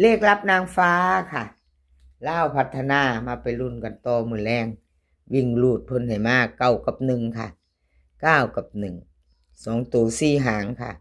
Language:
Northeastern Thai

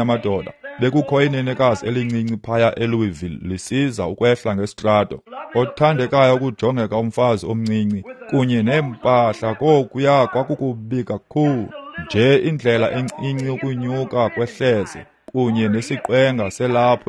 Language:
Xhosa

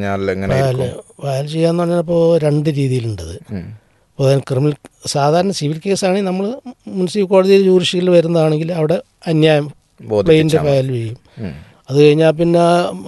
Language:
Malayalam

